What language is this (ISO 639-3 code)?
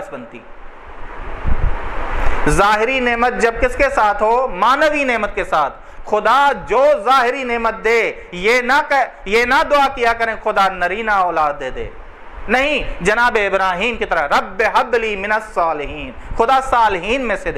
urd